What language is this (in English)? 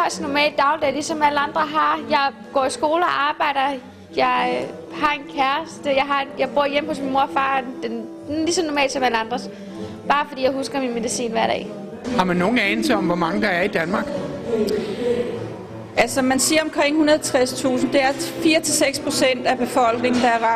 Danish